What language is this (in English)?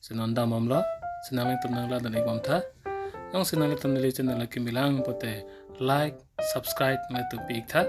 Karbi